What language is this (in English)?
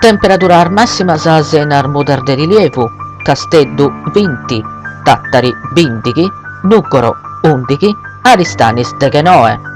Sardinian